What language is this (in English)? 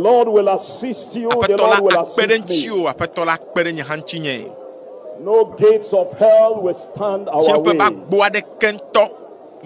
Ewe